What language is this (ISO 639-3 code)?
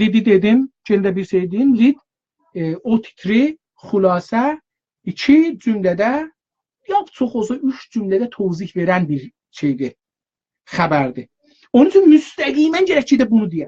azb